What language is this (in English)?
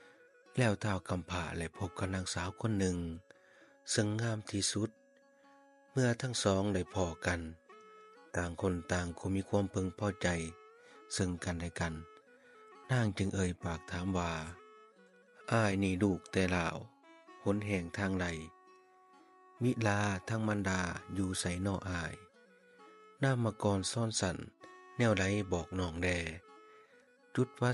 Lao